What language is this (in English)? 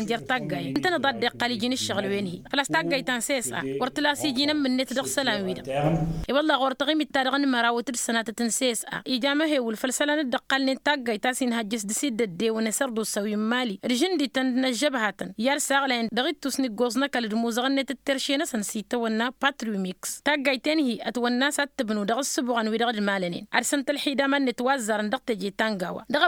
Tamasheq